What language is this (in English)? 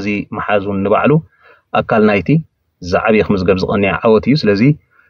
Tigrinya